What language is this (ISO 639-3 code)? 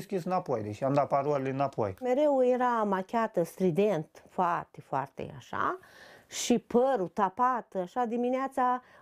ron